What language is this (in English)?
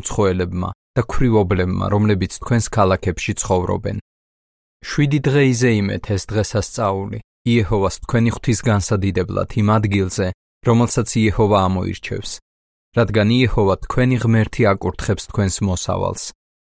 Georgian